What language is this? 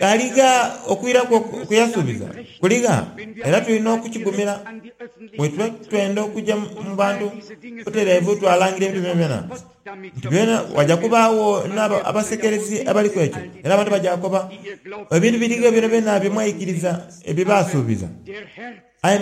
Soga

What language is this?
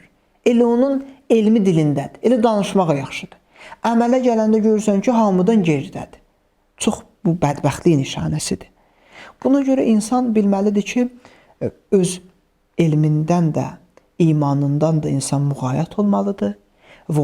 Azerbaijani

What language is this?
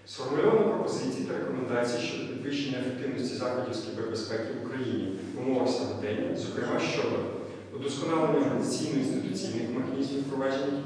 Ukrainian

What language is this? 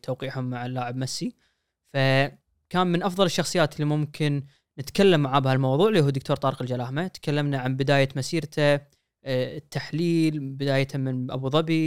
Gulf Arabic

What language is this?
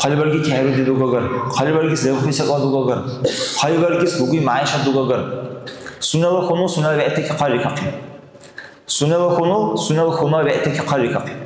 Dargwa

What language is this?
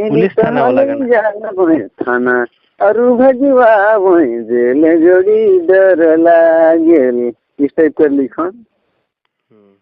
Sadri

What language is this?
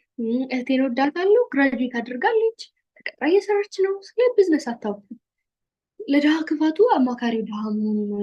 Amharic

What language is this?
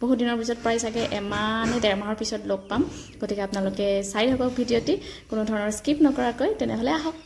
Assamese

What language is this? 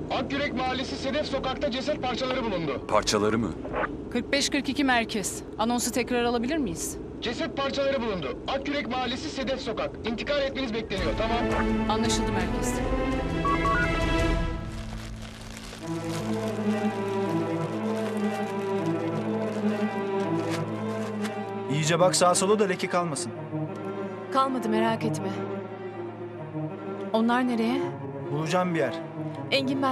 Turkish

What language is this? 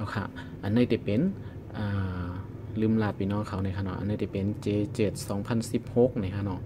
Shan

